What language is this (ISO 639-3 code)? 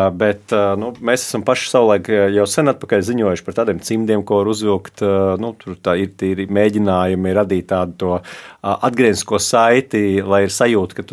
lav